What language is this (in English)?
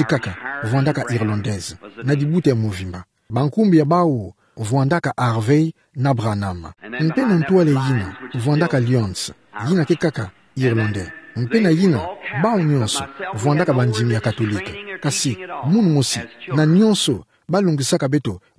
Kituba (Democratic Republic of Congo)